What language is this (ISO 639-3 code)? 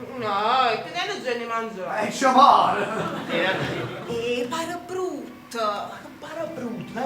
nap